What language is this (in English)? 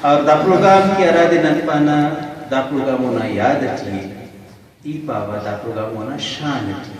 Brahui